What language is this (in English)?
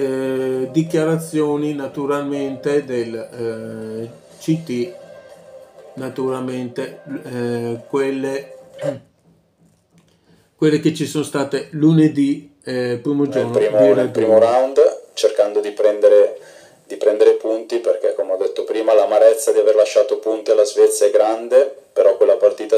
Italian